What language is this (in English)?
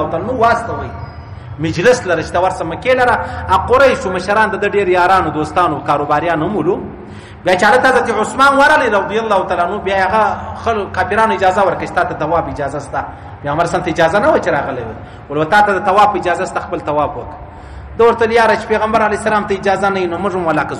Pashto